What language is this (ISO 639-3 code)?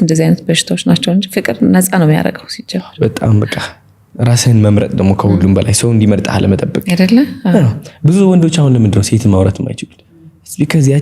amh